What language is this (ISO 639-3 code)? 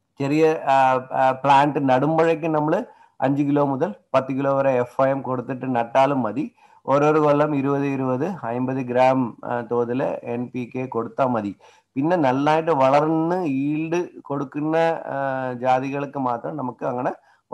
mal